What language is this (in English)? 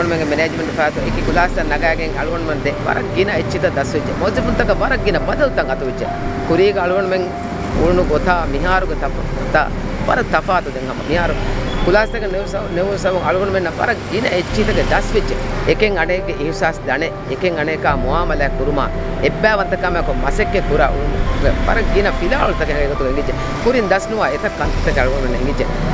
Divehi